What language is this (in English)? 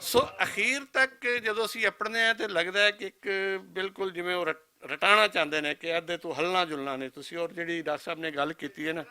Western Panjabi